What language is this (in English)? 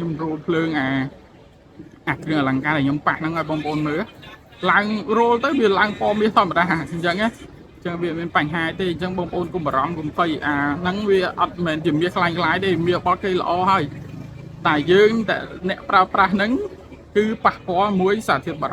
Khmer